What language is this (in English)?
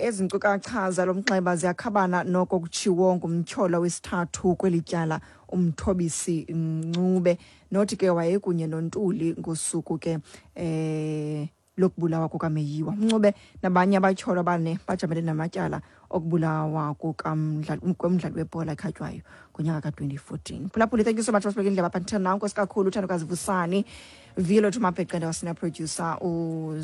Xhosa